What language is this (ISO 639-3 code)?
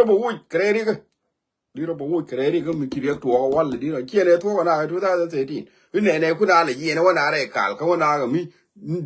nus